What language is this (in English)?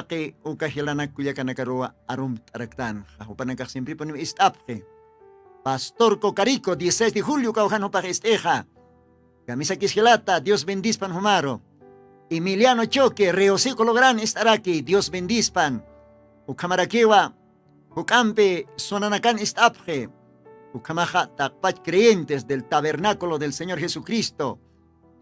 Aymara